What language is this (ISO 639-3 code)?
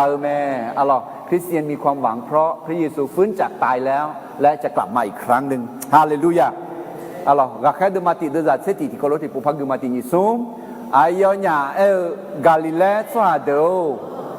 ahk